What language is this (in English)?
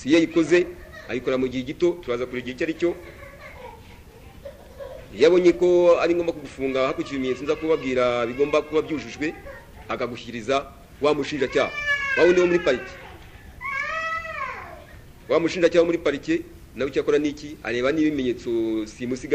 Kinyarwanda